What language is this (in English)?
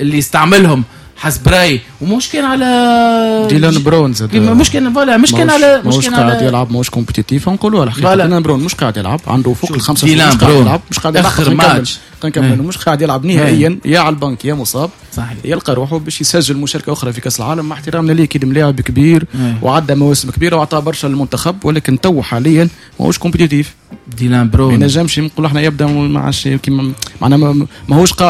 Tunisian Arabic